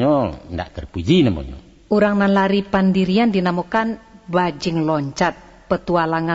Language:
Minangkabau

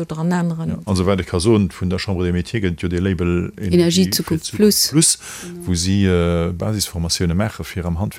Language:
Luxembourgish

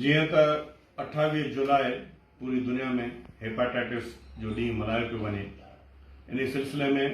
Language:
Sindhi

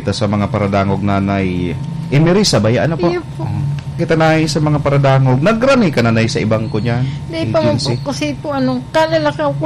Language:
Bikol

